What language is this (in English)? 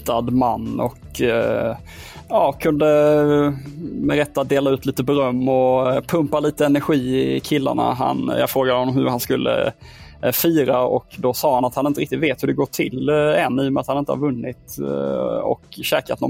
Swedish